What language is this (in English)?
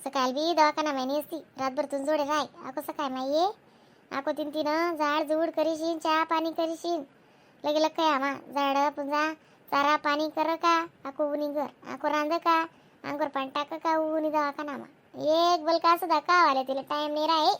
Khandesi